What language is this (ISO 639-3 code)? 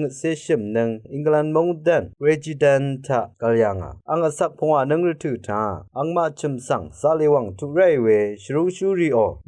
raw